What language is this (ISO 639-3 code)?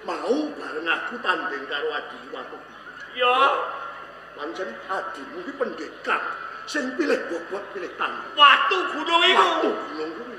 jav